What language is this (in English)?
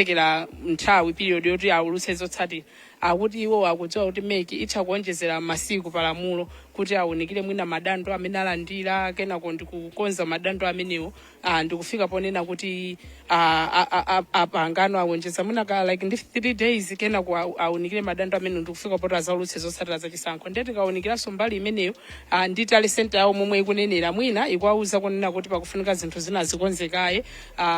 Nyanja